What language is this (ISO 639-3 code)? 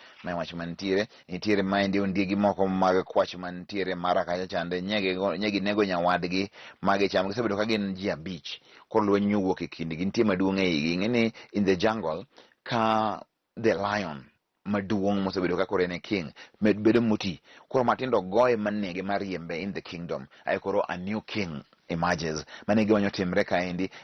luo